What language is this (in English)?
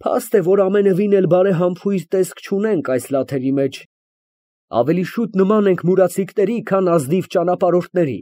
Armenian